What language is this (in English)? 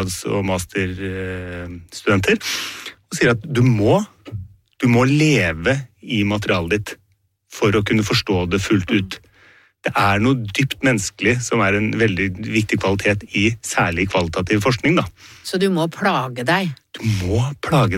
Norwegian